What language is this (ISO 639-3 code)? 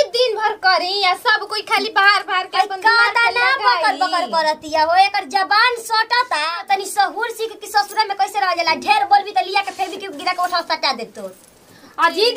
bho